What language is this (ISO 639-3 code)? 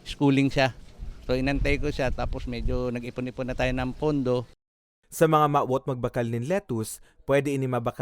bik